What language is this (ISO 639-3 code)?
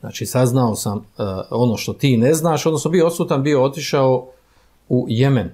bos